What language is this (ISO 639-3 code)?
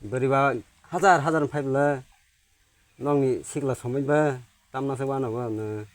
trp